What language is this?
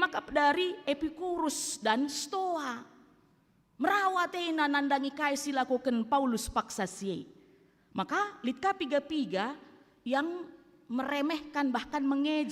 Batak Karo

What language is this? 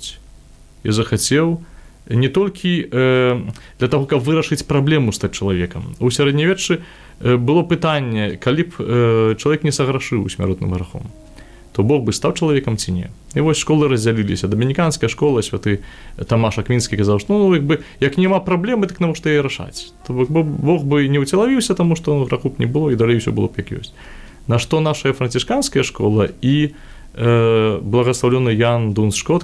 Belarusian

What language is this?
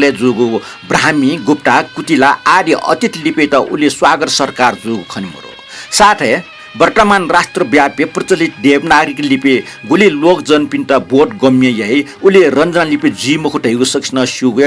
Newari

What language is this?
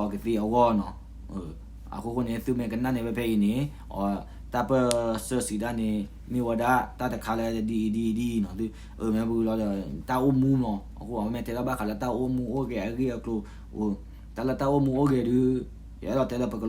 S'gaw Karen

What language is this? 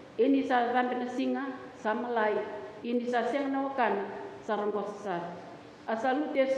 Fijian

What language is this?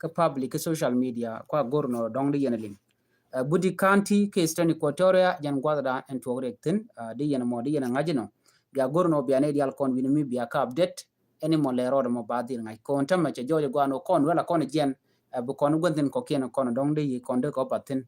Nuer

